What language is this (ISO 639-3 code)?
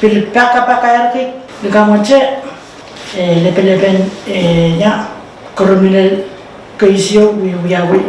pon